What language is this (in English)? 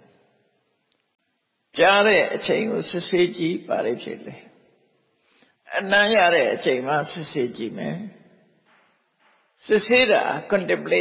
Burmese